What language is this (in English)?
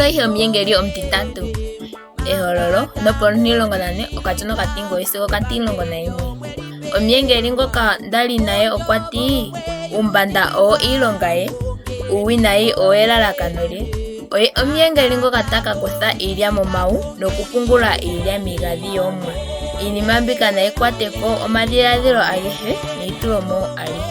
Ndonga